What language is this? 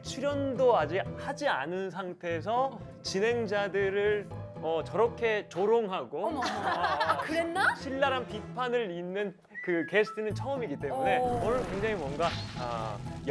Korean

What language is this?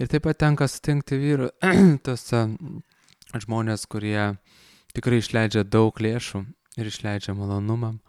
Lithuanian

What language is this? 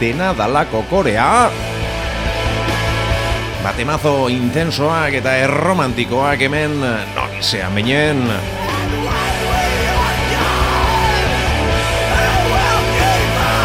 Basque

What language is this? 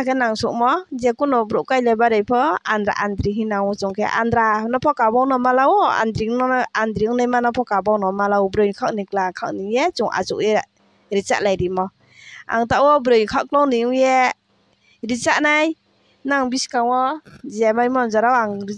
Riang (India)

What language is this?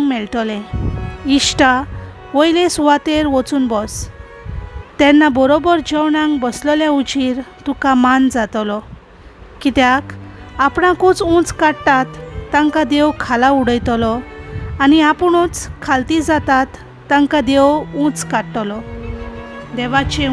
Konkani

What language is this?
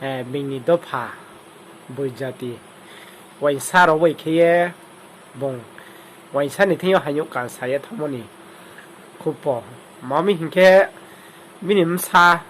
Riang (India)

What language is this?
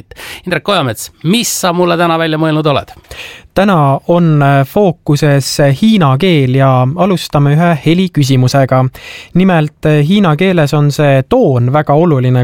Estonian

